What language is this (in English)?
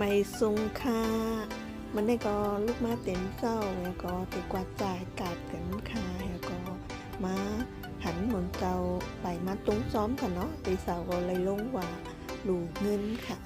Shan